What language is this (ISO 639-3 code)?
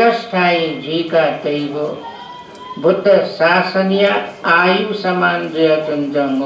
new